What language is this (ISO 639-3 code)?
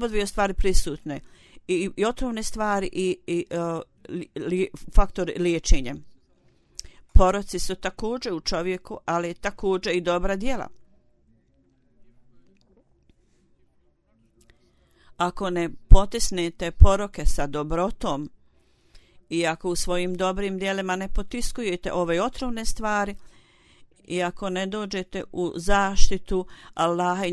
bos